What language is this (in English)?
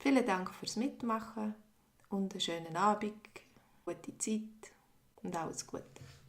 Swiss German